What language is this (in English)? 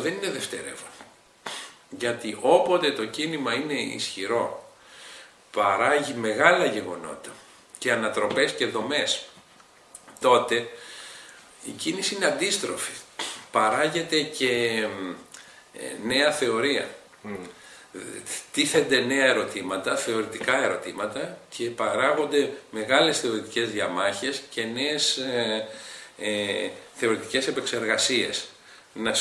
Greek